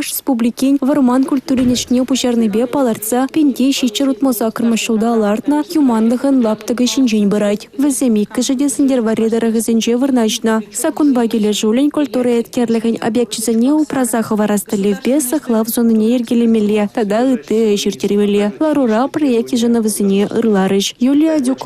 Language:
Chuvash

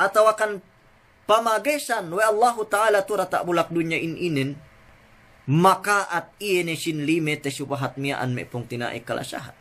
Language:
Yakan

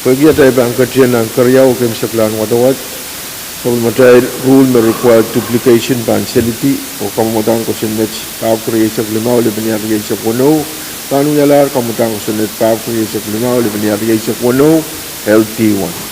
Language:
Pohnpeian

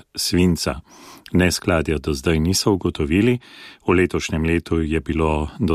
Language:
Slovenian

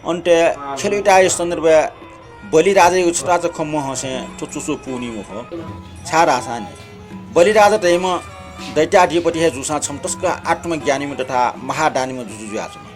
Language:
Newari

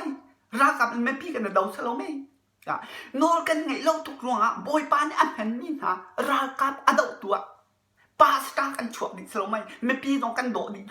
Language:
Hakha Chin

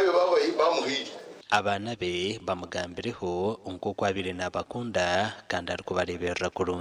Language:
Nyankole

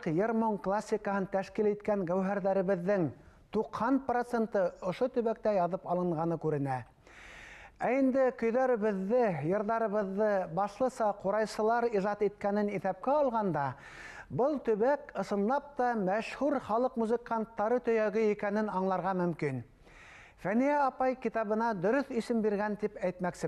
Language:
Bashkir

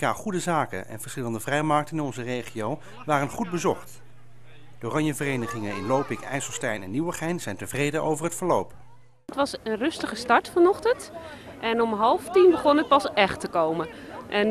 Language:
Dutch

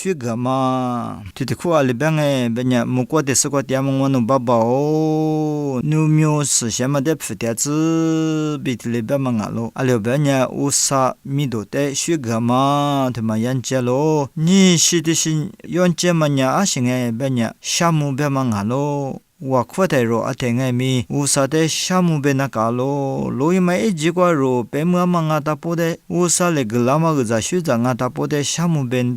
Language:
Lisu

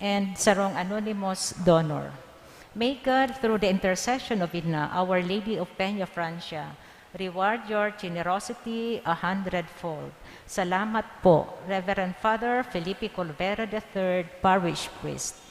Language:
Bikol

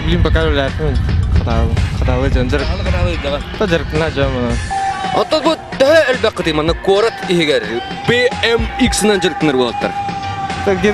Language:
Yakut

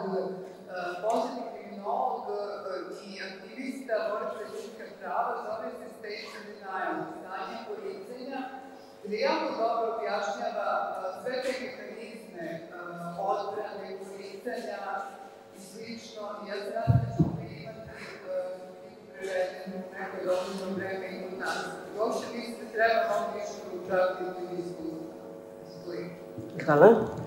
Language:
Serbian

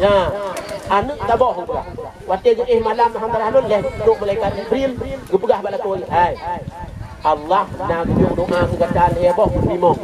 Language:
Achinese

